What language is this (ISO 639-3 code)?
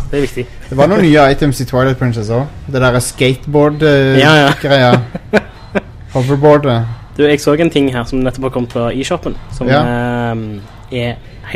nor